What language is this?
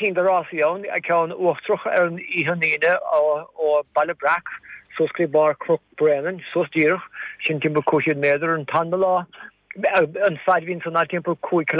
Irish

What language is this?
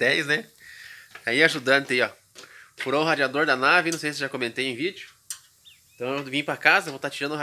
Portuguese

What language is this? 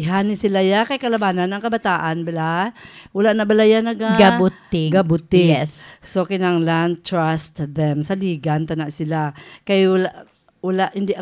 Hiligaynon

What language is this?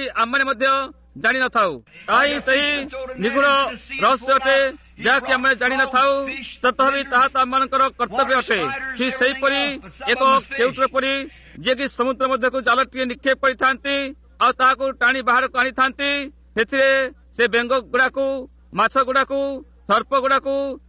Odia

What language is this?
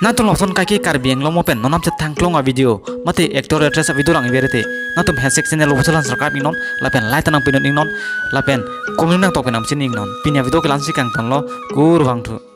Karbi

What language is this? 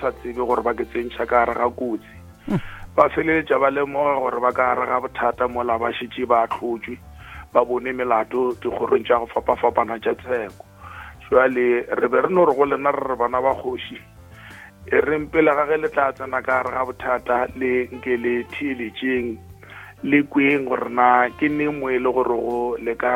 Northern Sotho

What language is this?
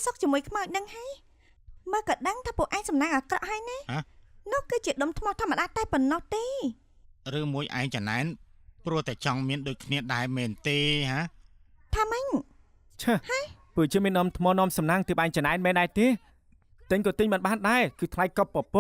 Khmer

